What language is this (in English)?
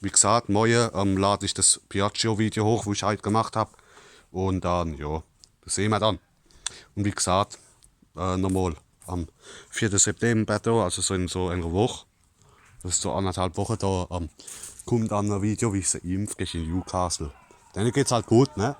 Palatine German